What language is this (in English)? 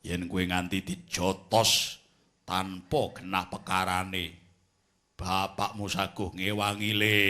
Javanese